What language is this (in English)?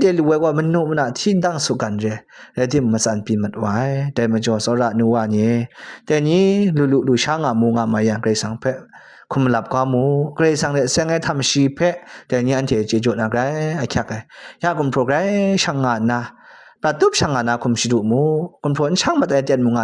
Kachin